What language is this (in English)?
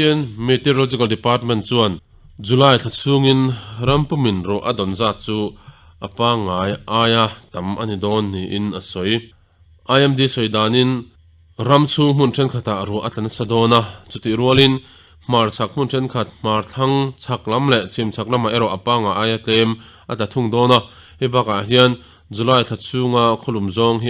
Mizo